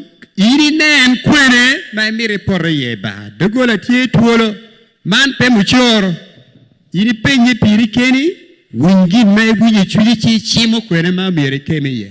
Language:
Acoli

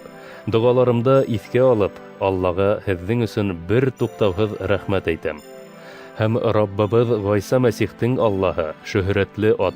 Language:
Bashkir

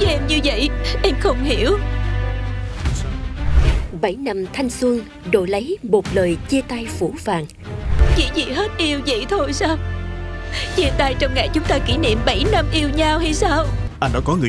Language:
Vietnamese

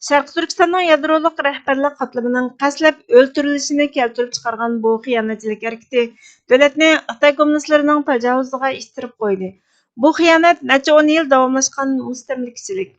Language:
Uyghur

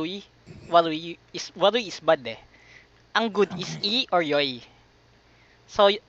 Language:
Filipino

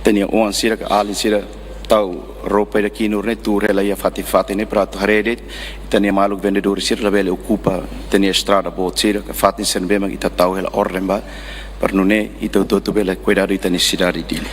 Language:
Tetum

